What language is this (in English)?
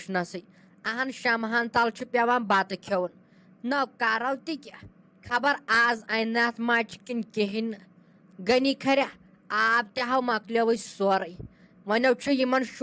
Kashmiri